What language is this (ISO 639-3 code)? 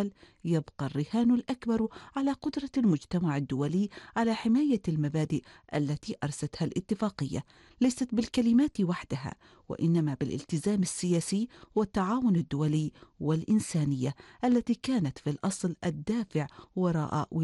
ara